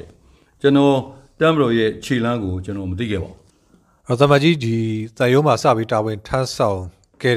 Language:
Burmese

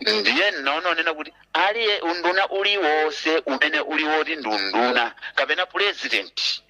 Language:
Nyanja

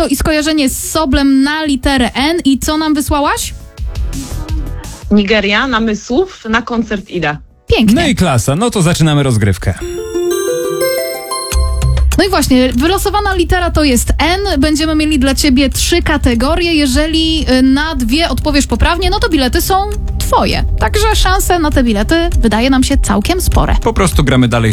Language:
Polish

